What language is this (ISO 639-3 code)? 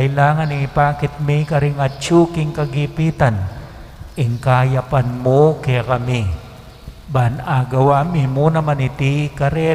pam